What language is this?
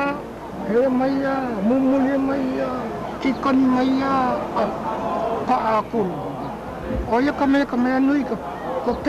Hawaiian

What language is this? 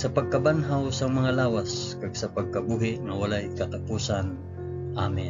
Hiligaynon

